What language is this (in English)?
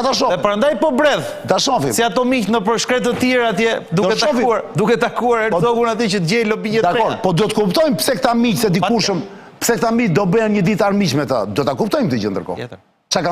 Albanian